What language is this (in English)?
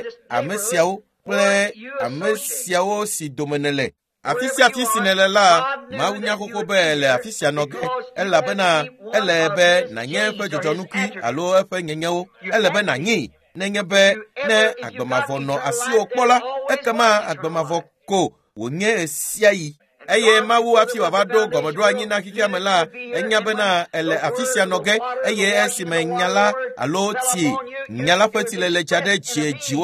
Ewe